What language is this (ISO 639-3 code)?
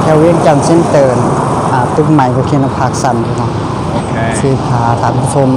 lao